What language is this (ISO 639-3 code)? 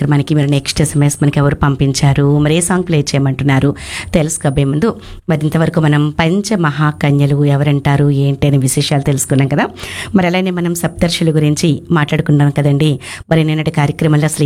tel